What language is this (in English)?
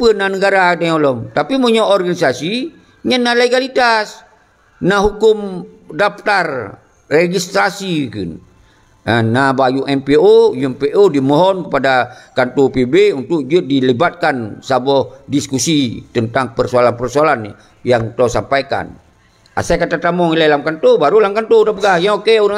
Achinese